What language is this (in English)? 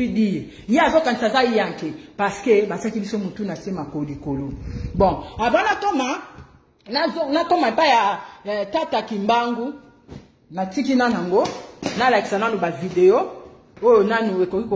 Lingala